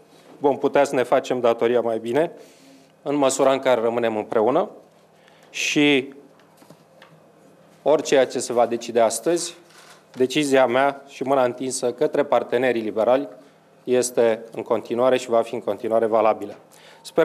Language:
Romanian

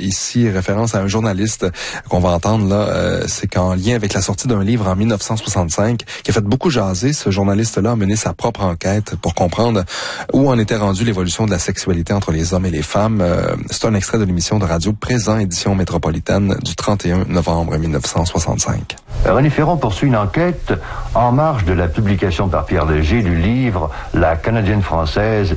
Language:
French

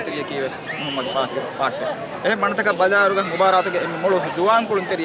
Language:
Divehi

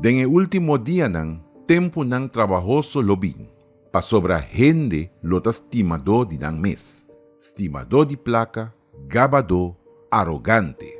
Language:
Papiamento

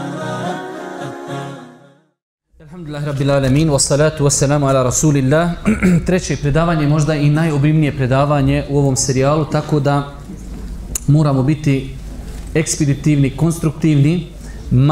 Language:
Bosnian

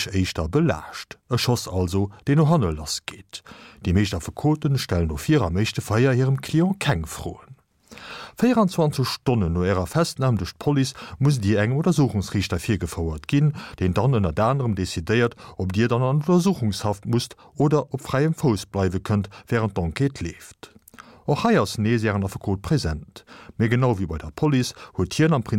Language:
Luxembourgish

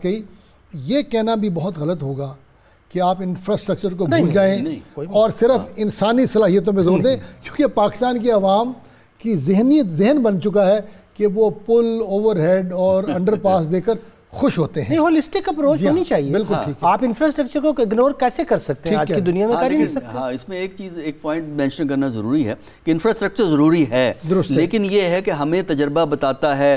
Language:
Urdu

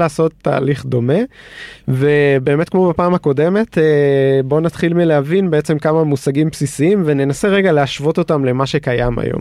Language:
Hebrew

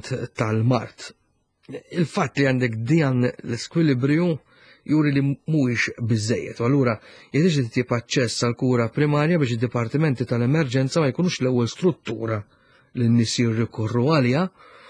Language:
Maltese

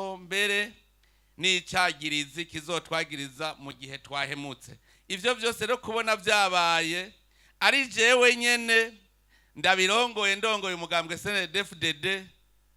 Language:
Rundi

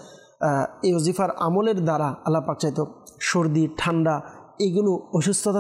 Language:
Bangla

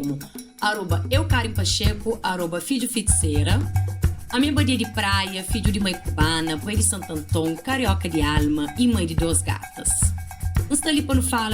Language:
Kabuverdianu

